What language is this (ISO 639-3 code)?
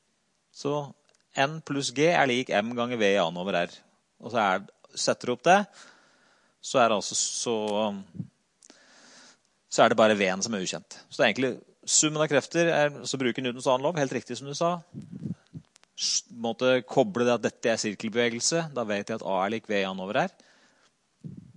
nor